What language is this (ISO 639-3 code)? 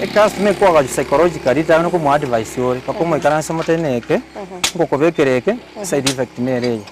guz